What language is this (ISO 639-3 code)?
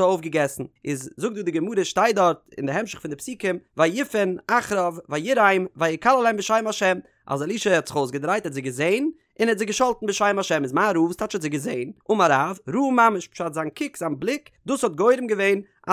yid